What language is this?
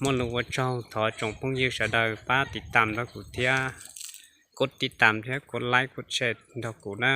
Hmong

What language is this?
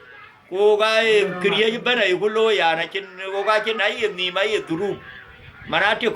Dinka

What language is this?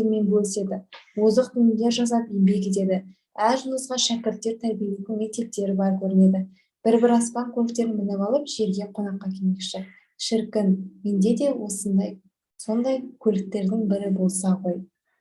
Kazakh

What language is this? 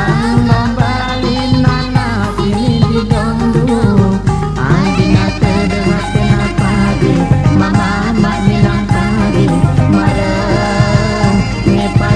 Batak Karo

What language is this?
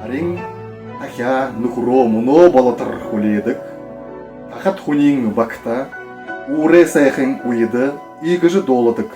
Buriat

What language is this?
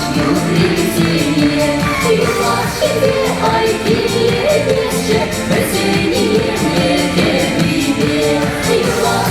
Chuvash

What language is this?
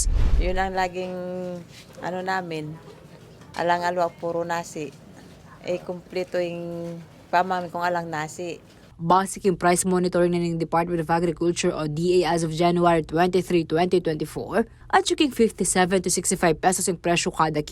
Pampanga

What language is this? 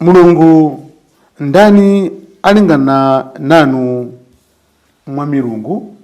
Nyanja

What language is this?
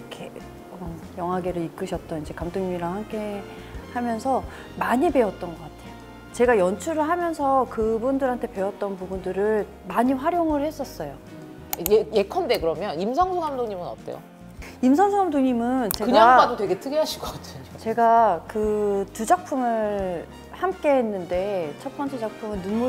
Korean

